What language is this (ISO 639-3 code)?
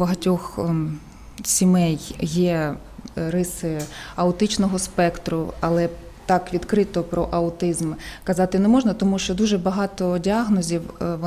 ukr